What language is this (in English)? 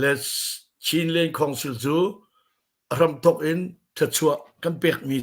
Hakha Chin